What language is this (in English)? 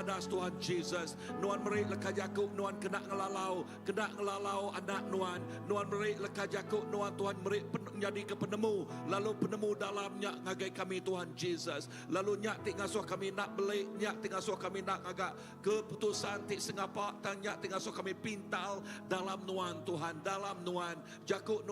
Iban